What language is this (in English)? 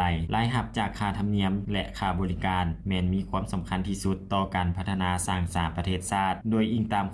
Lao